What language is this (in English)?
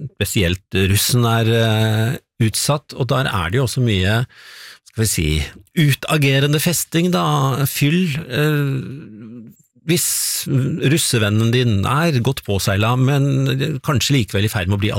Norwegian